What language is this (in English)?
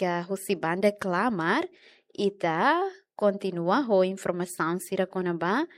Tetum